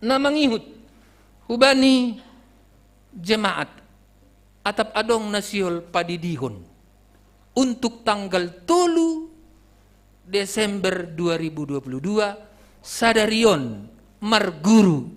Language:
Batak Simalungun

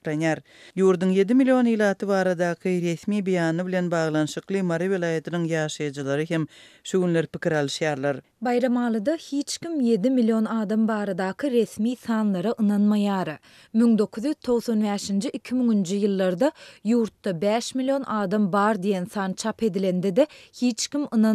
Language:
Turkmen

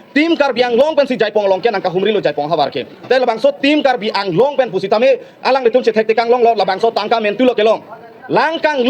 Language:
Karbi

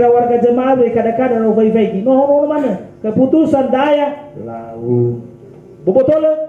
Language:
Nias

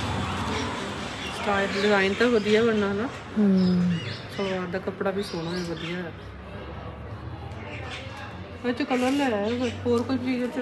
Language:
Punjabi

